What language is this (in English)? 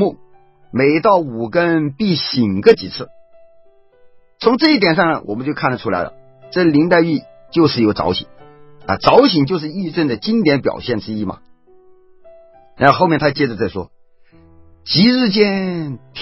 Chinese